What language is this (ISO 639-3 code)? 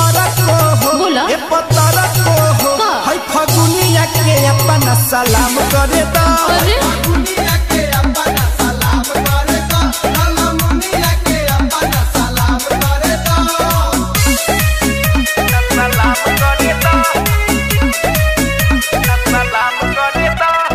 bho